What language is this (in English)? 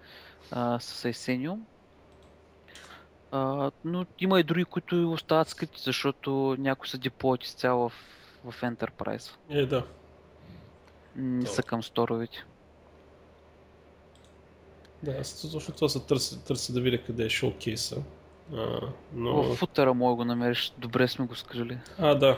Bulgarian